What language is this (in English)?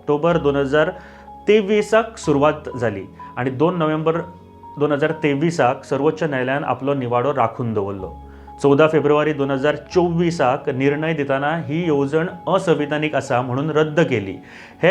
Konkani